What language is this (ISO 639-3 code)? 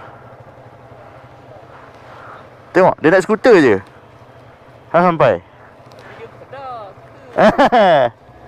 msa